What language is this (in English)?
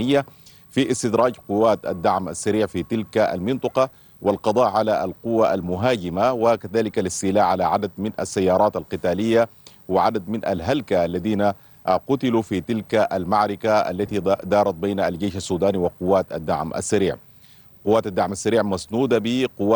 Arabic